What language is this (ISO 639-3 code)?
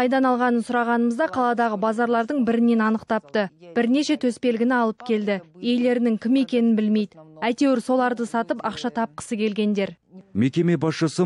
kaz